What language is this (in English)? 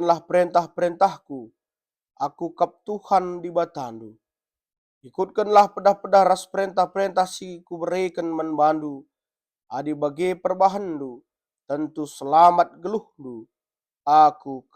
Batak Karo